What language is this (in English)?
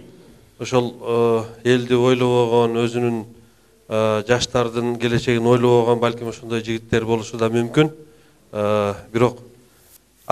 Kyrgyz